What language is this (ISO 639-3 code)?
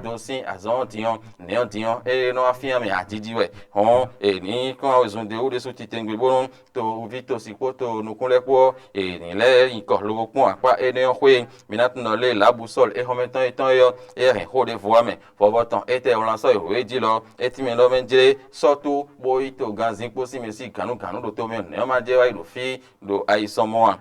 fon